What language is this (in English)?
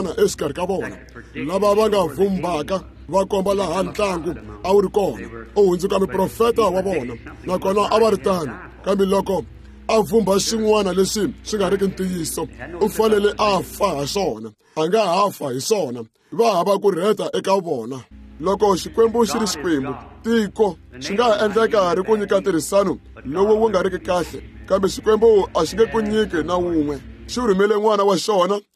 Tsonga